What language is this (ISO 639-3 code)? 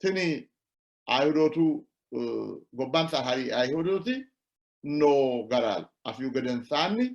sid